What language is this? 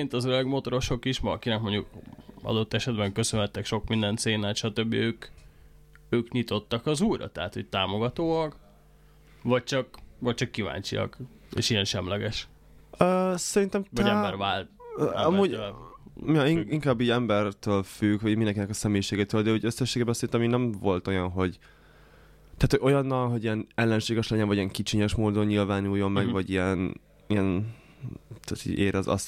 Hungarian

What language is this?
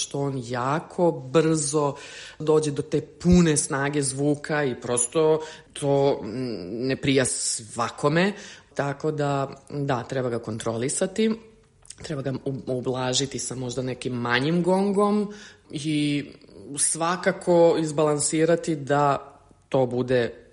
Serbian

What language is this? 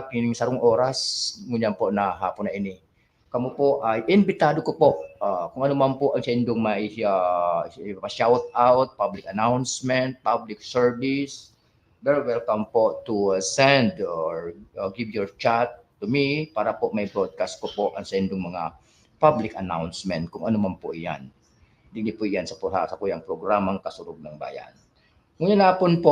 Bikol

